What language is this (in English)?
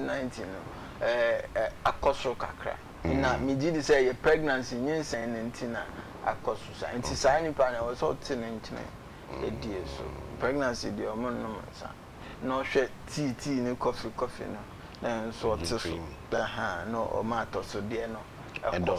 Akan